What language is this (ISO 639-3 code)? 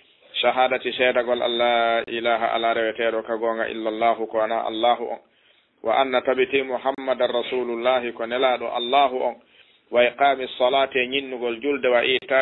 ful